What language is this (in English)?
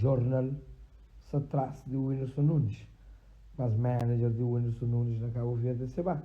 Kabuverdianu